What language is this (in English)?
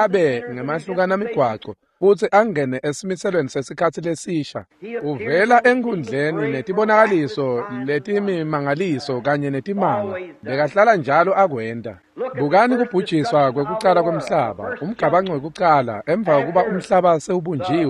Swati